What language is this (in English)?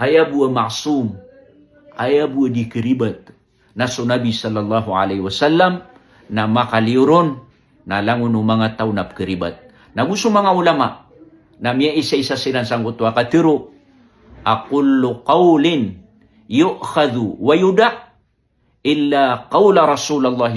Maranao